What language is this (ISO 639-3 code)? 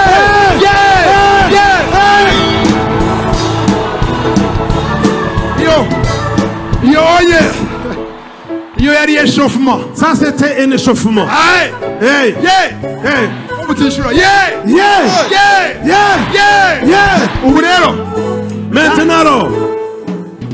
kin